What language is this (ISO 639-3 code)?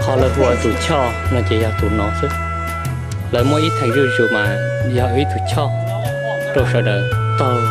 hmn